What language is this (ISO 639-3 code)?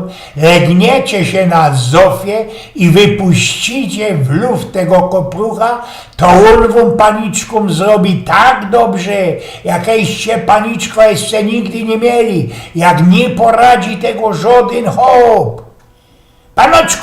szl